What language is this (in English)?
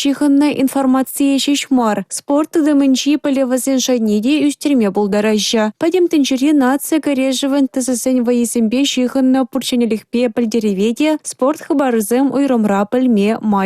Chuvash